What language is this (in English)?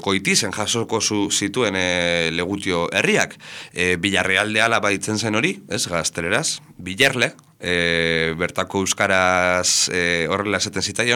Basque